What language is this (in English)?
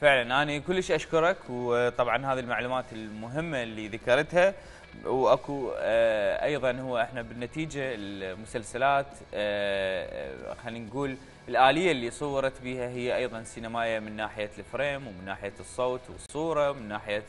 Mesopotamian Arabic